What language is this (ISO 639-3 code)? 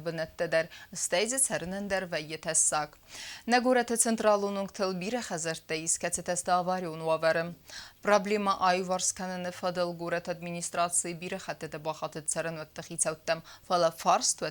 oss